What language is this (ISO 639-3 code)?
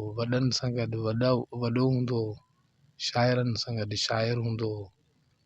snd